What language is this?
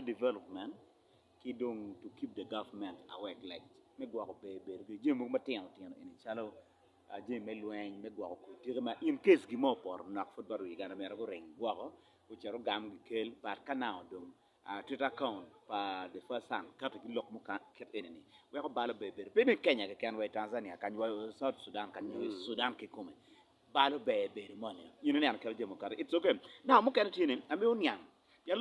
Acoli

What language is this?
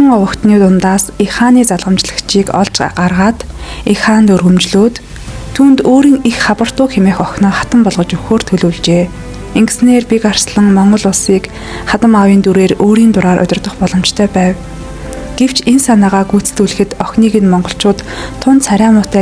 Mongolian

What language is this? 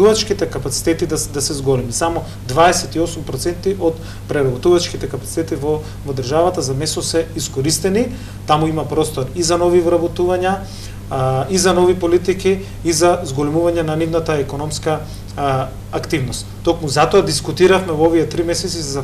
Macedonian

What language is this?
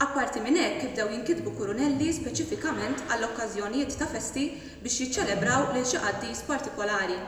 Maltese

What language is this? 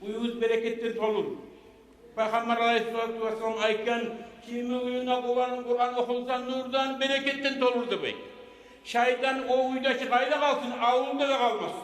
Kumyk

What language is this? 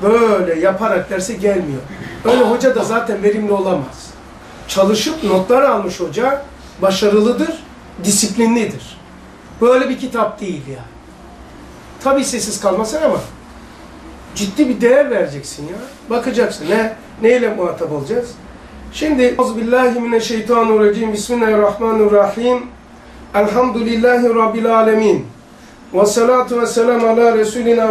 Turkish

